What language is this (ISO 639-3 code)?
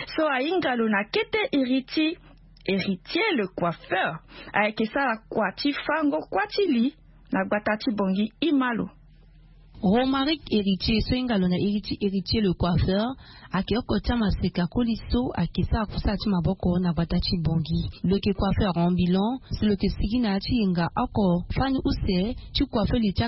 sag